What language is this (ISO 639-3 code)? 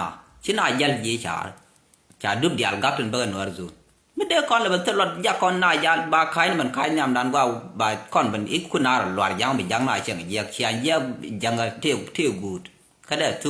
nus